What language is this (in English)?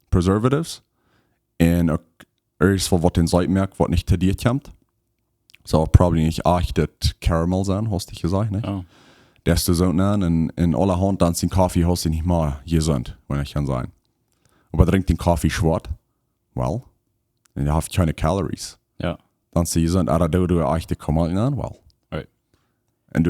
Plautdietsch